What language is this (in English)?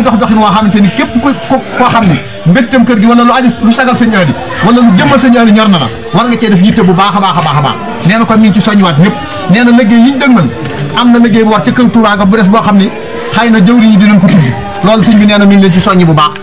Wolof